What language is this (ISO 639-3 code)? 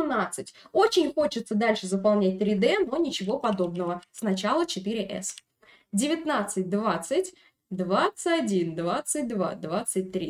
rus